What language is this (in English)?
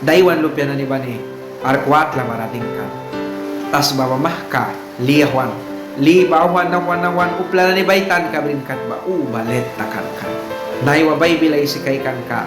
Mískito